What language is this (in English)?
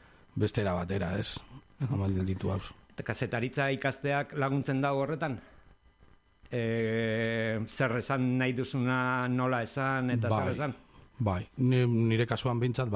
Basque